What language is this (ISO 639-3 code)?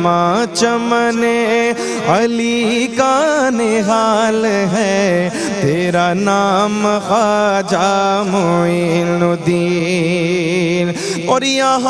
urd